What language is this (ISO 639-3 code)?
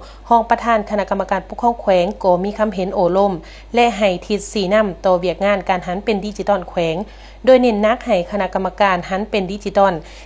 lao